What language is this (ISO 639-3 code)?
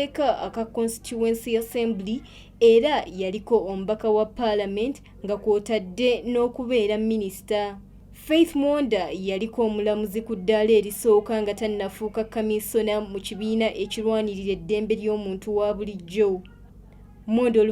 lug